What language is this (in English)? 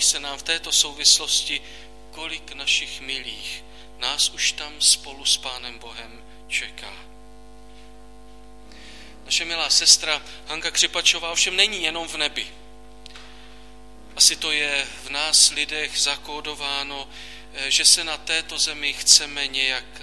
Czech